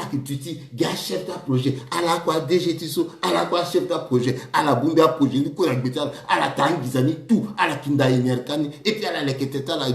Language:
Sango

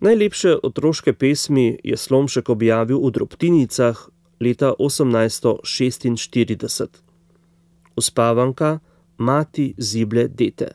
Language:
Slovenian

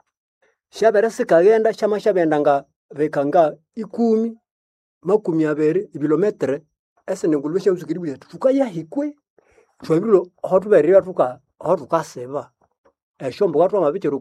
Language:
Nande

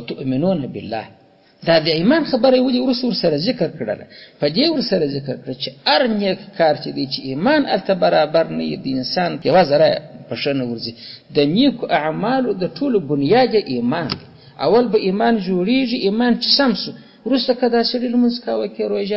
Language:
Pashto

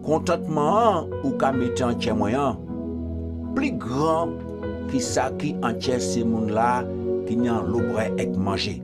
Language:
Guadeloupean Creole French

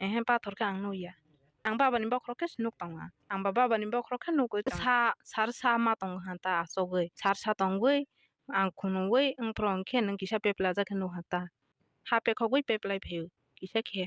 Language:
Kok Borok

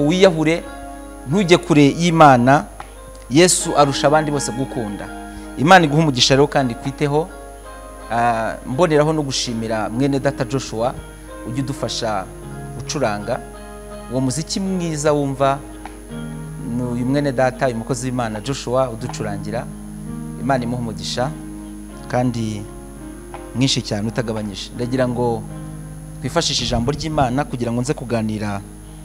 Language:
Kinyarwanda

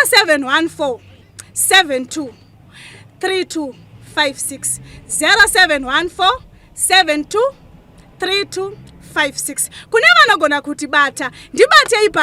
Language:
Shona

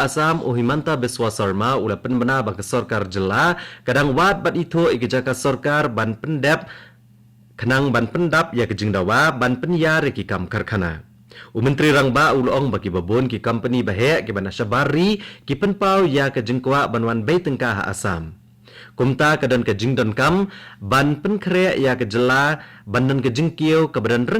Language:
Khasi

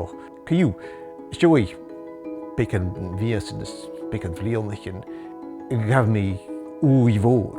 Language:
Scottish Gaelic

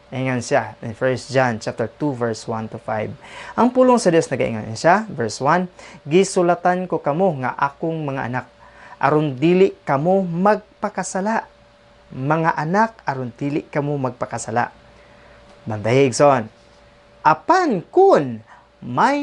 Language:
Cebuano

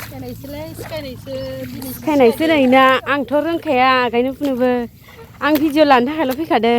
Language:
Bodo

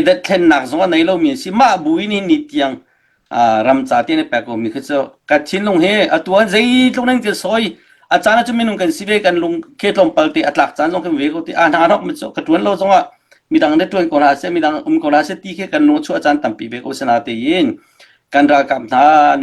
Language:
Hakha Chin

